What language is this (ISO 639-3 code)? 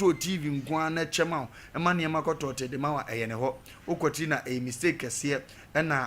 aka